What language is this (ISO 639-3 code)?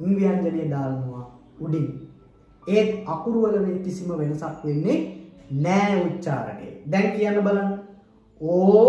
sin